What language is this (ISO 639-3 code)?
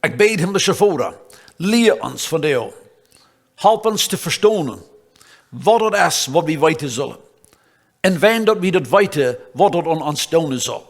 pdt